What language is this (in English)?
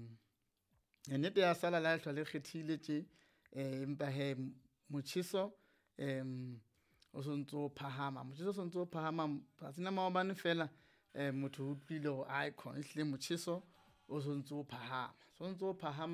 Southern Sotho